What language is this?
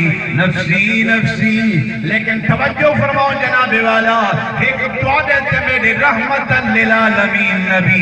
Saraiki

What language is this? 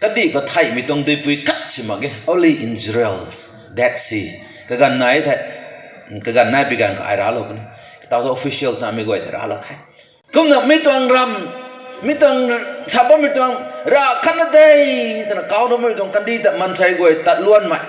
Rongmei Naga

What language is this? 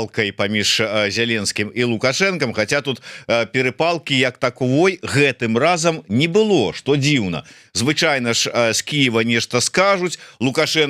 Belarusian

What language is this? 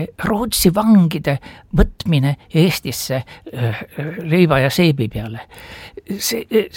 Estonian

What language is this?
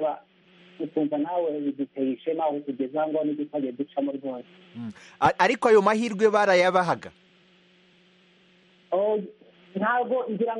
Kinyarwanda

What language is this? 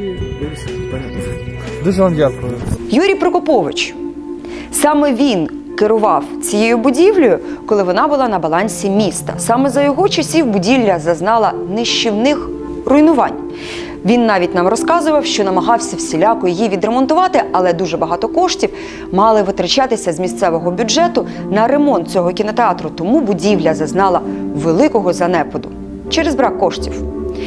Ukrainian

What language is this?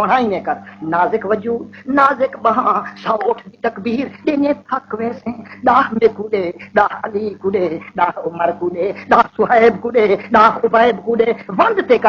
Saraiki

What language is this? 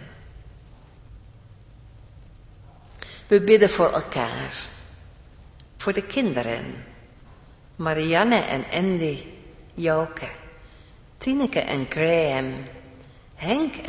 Dutch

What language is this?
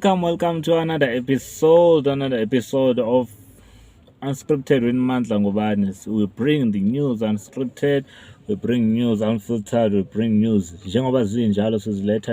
Zulu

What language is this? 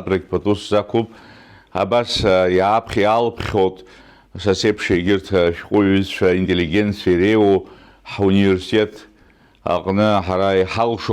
Abkhazian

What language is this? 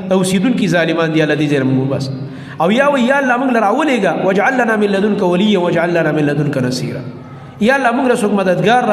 Pashto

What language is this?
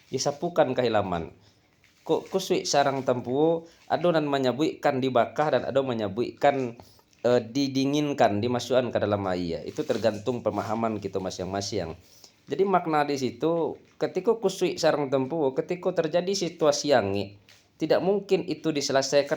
Minangkabau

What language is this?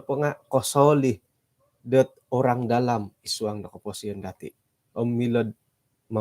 Central Dusun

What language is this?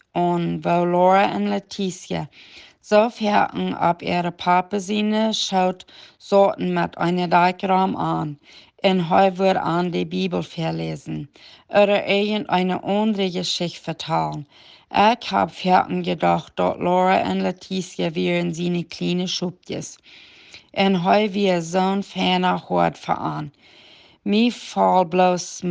Plautdietsch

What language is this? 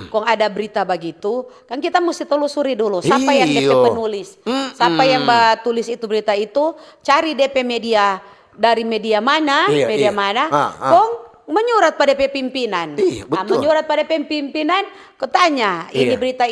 Manado Malay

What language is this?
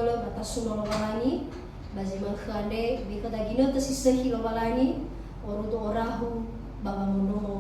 Nias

